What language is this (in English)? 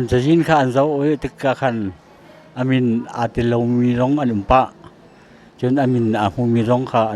Hakha Chin